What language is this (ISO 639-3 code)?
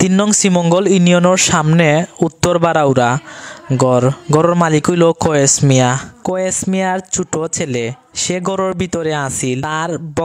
syl